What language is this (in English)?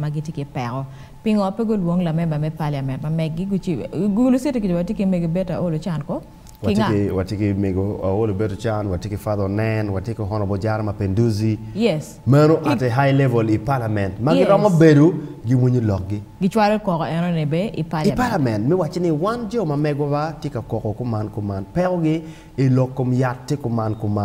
Acoli